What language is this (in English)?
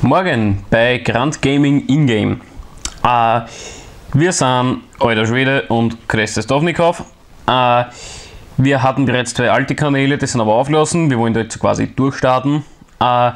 Bavarian